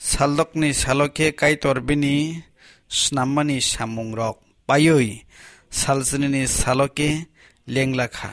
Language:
Kok Borok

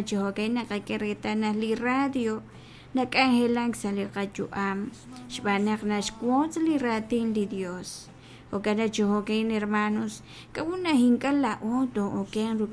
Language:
Kekchí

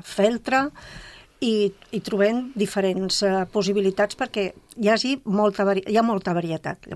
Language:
Catalan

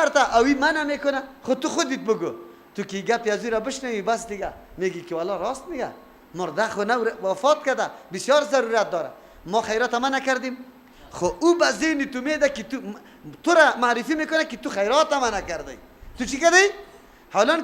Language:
Persian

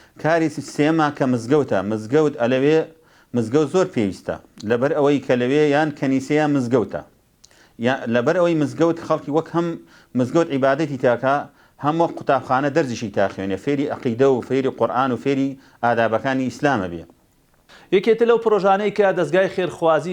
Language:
Central Kurdish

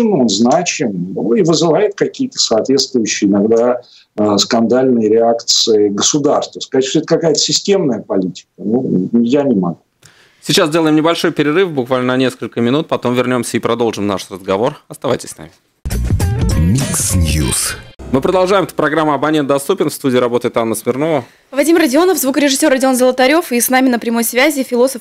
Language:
Russian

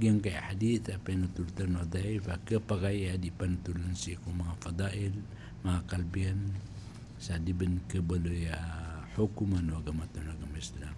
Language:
Maranao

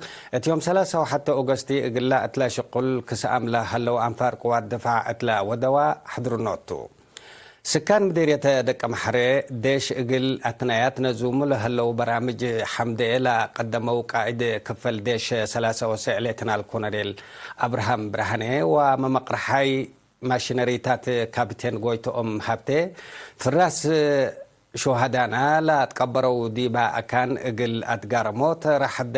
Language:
Tigre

